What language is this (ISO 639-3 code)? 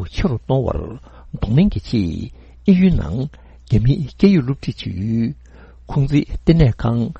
bod